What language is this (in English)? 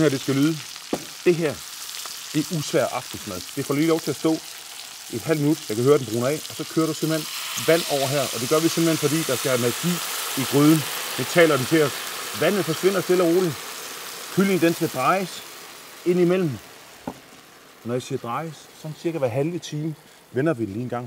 Danish